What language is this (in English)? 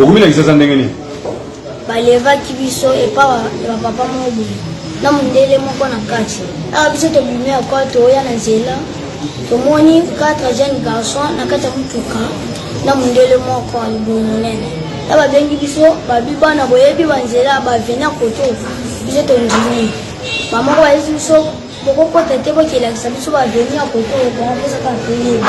Lingala